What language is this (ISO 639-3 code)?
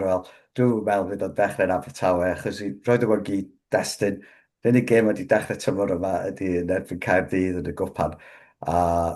cym